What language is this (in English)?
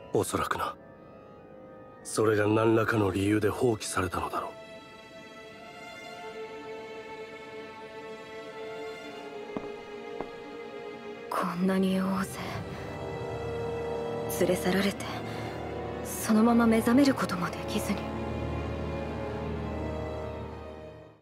Japanese